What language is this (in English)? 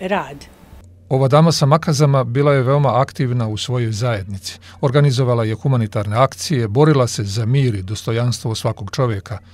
Serbian